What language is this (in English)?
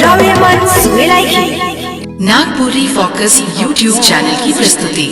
Sadri